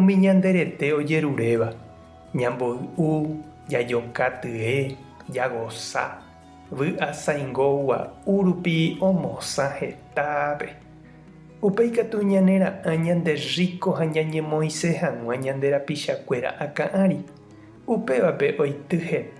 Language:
Guarani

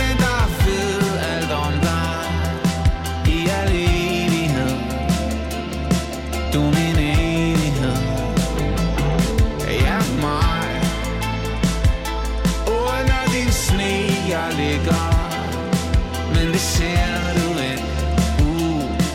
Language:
Danish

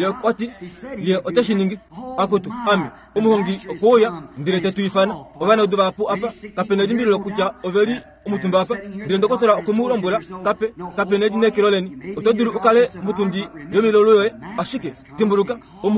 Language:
Kuanyama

